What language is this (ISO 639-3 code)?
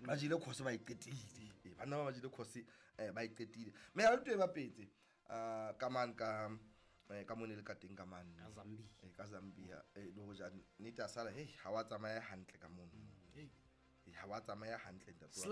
sot